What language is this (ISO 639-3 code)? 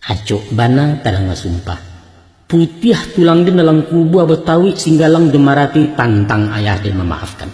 min